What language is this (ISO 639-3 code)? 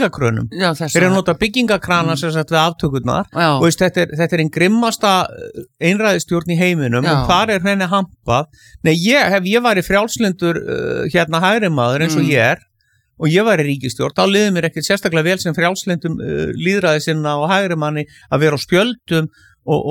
isl